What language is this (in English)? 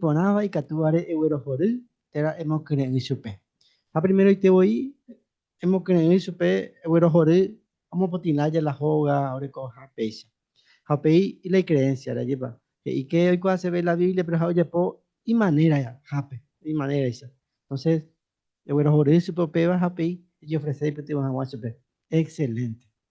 Guarani